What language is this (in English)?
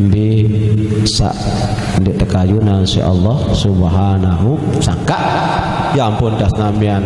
Sasak